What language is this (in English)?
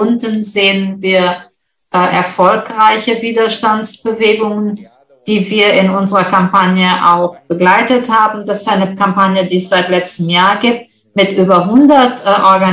German